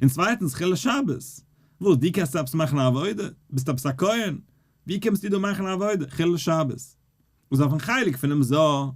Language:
Yiddish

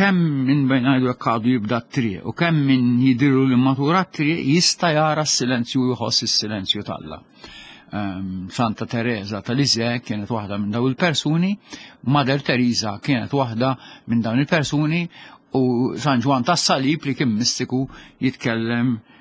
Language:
Maltese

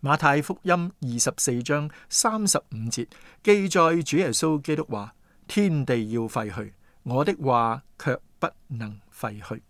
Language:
Cantonese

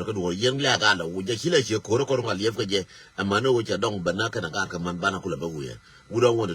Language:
Nuer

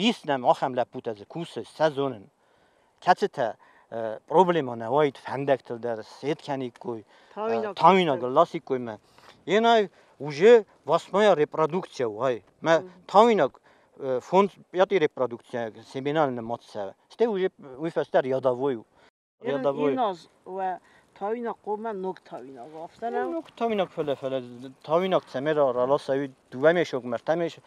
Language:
Ossetic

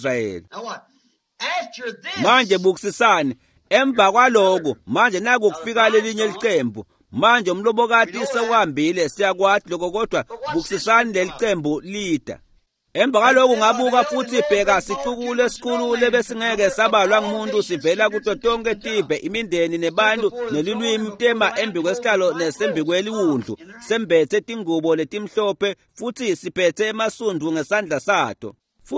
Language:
Swati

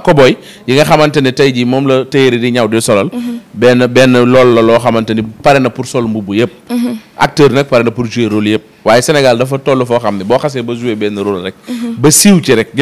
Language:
Wolof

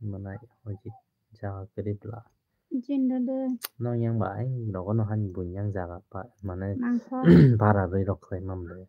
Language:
Kok Borok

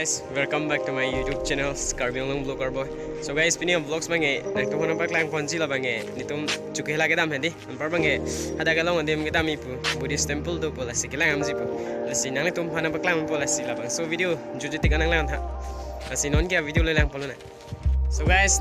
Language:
Karbi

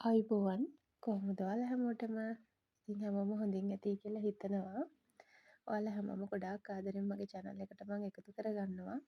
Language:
Sinhala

